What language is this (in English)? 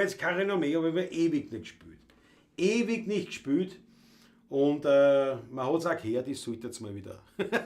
Bavarian